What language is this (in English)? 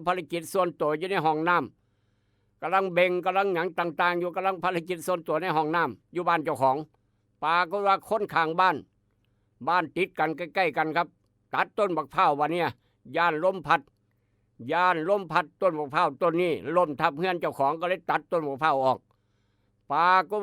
Northeastern Thai